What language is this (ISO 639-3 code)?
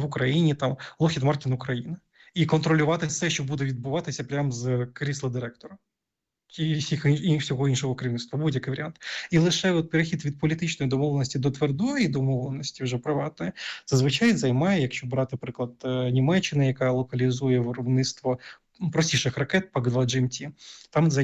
ukr